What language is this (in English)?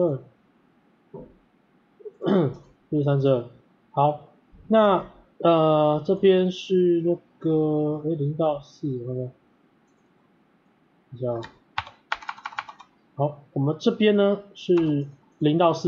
Chinese